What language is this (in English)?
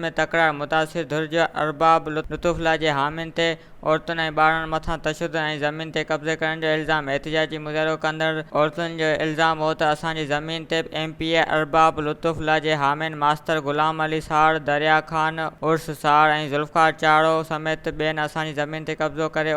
Sindhi